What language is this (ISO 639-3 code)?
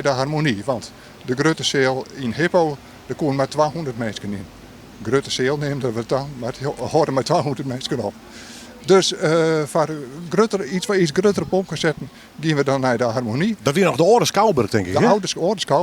fry